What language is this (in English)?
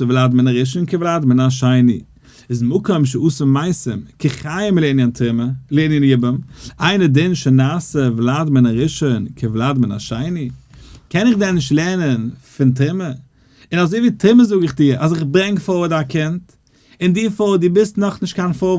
Yiddish